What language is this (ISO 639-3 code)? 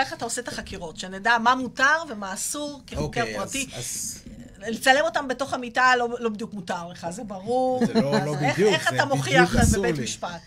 heb